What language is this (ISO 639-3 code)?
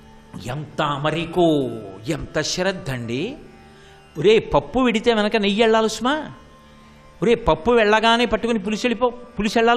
tel